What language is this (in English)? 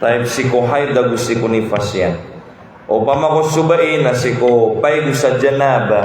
Maranao